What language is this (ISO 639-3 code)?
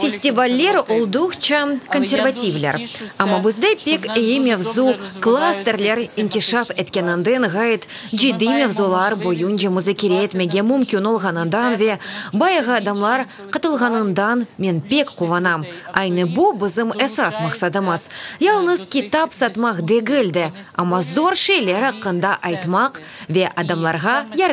crh